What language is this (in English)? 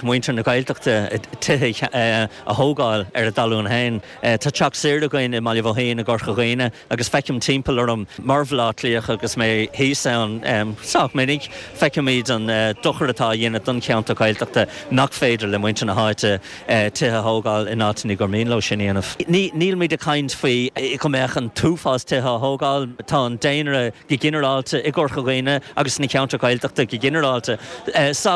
Irish